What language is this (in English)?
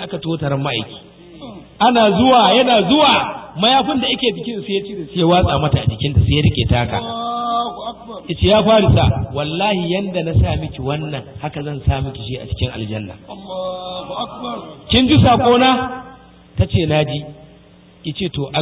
Hausa